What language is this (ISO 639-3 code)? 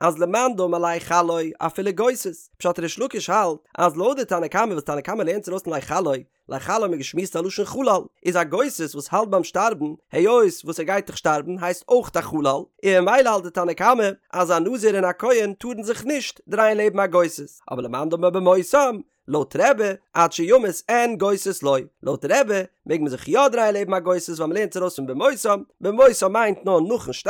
yid